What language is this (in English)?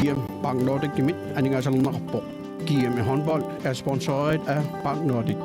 Kalaallisut